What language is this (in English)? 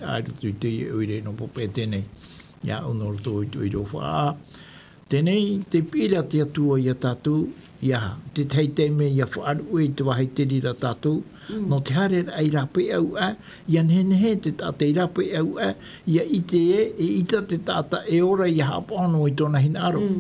Tahitian